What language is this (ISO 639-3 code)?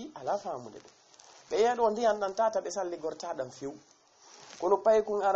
ful